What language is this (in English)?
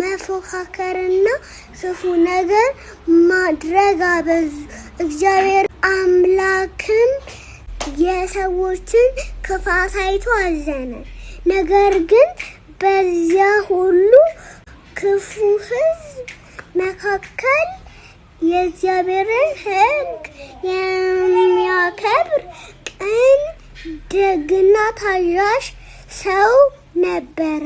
Amharic